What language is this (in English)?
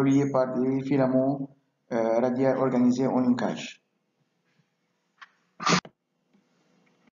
French